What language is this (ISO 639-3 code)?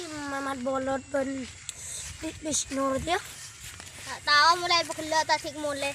mad